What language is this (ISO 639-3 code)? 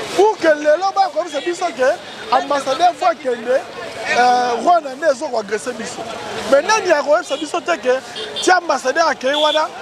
lin